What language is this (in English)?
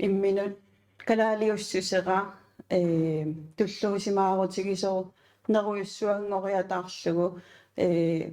Kalaallisut